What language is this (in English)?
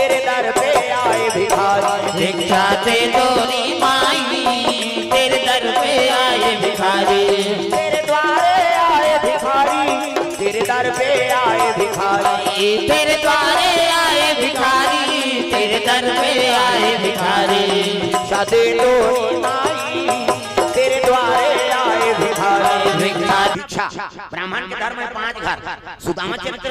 Chhattisgarhi